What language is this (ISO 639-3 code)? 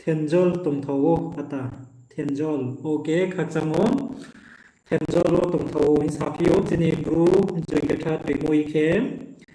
ria